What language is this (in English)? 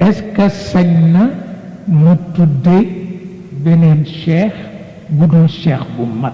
Wolof